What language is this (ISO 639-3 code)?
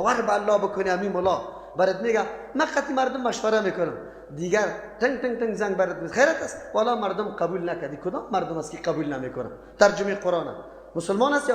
fas